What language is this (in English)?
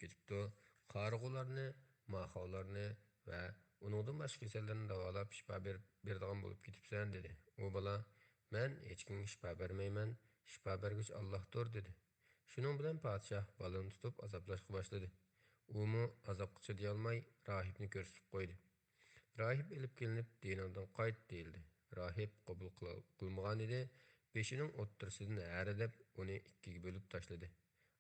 Uyghur